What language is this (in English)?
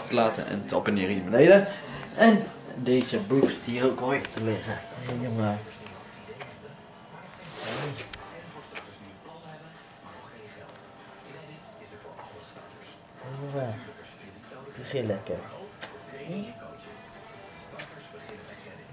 Dutch